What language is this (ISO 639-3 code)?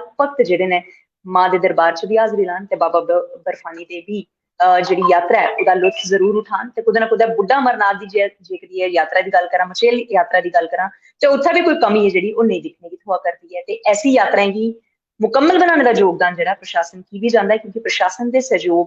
doi